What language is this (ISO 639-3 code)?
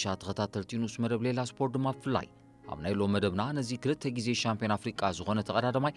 tir